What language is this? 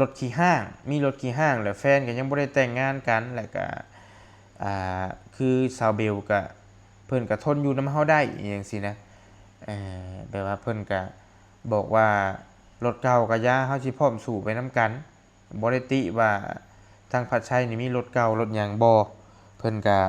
Lao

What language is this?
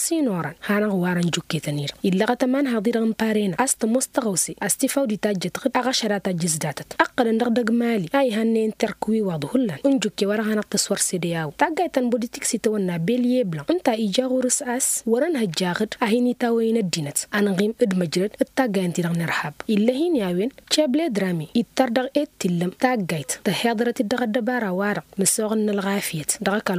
Tamasheq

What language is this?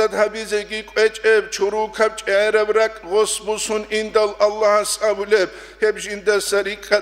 Avaric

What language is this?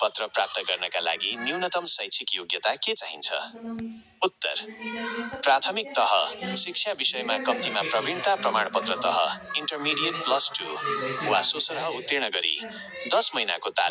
Nepali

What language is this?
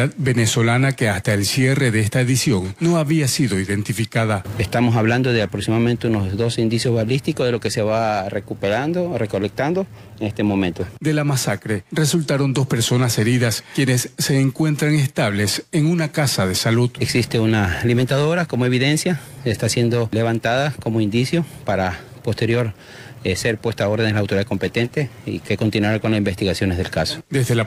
Spanish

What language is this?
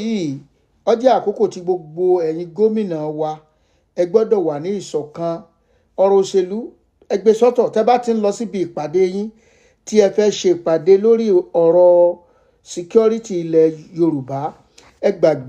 Yoruba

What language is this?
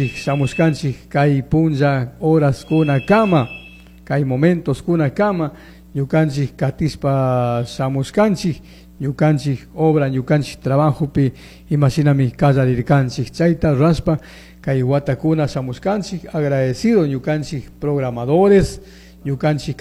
Chimborazo Highland Quichua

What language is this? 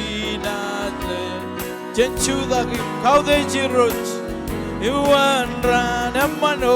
Marshallese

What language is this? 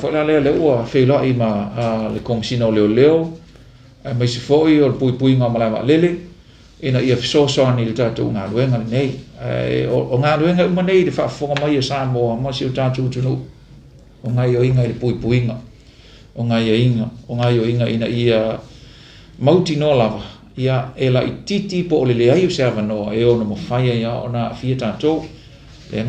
Samoan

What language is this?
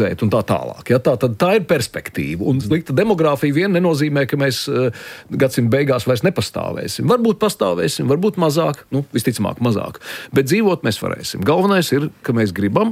Latvian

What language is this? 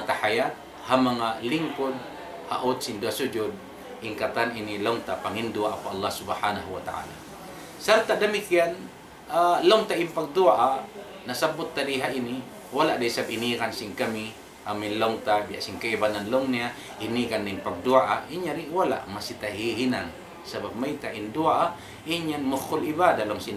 Tausug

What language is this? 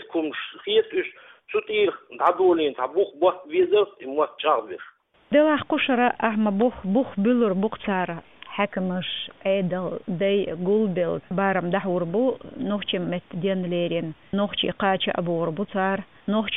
Chechen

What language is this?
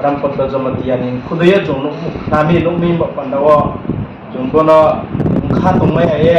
Riang (India)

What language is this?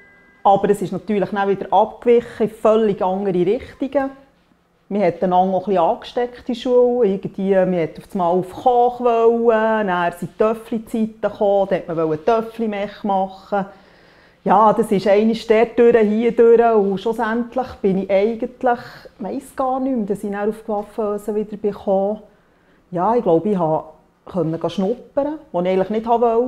Swiss German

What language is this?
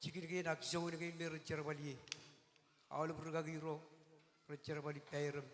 Marshallese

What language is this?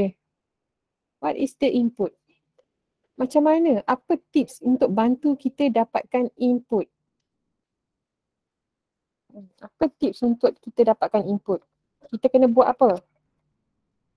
Malay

